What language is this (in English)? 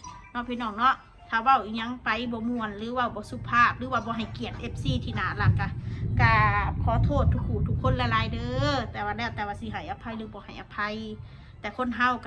Northeastern Thai